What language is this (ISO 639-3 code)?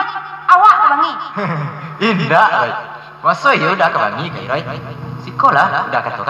min